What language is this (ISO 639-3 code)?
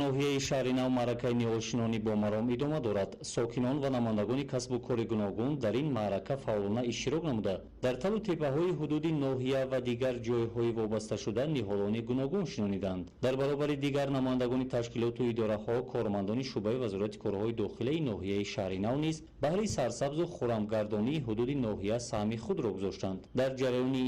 tgk